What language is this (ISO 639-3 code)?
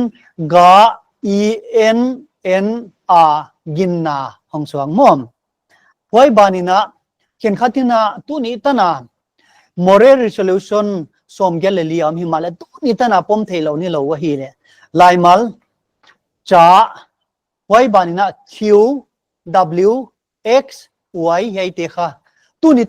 pck